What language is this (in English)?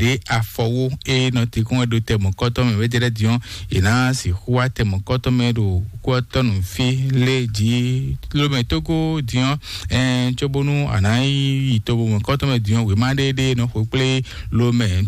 Fon